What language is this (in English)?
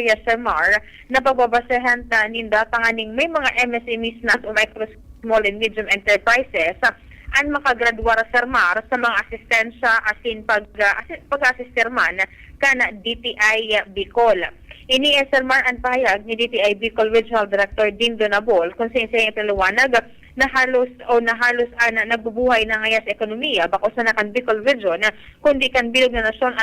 Bikol